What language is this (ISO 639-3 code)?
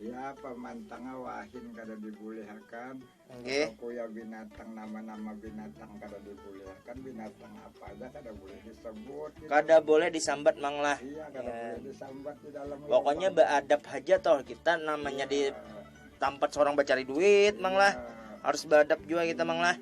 bjn